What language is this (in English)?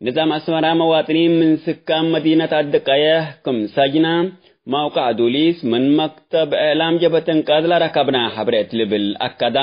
Tigre